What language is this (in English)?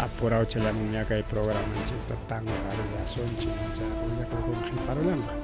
Ayacucho Quechua